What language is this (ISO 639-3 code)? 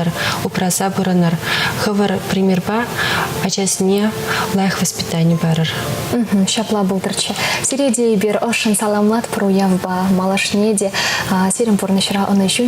chv